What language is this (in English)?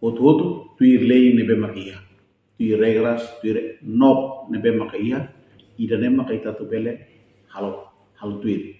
Tetum